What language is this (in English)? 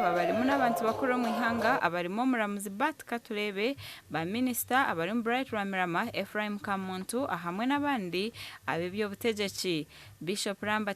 Nyankole